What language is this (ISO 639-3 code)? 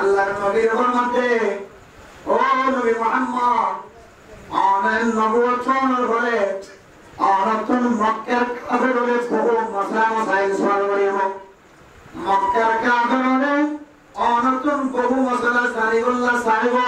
rhg